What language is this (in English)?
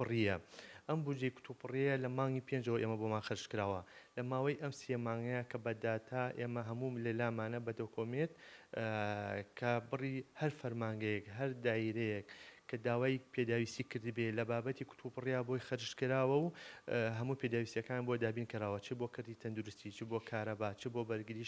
Central Kurdish